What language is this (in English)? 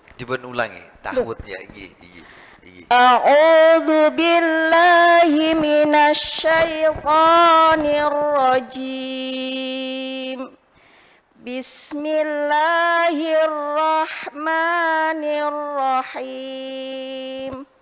Indonesian